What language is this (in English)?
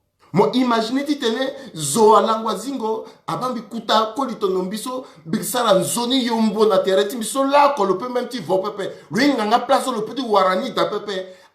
Sango